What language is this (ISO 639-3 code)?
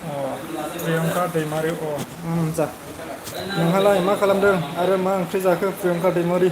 brx